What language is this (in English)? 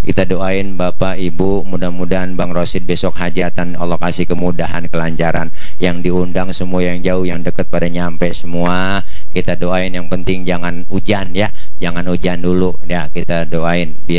Betawi